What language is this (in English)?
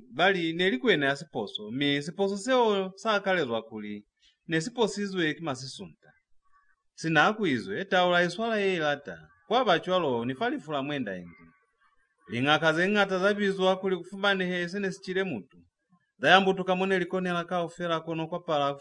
Lozi